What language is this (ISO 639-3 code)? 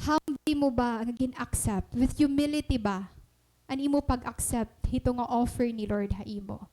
war